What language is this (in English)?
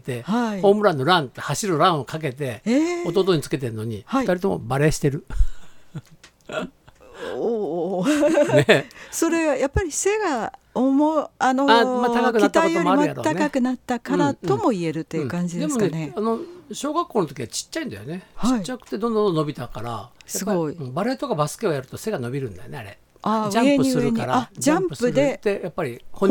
Japanese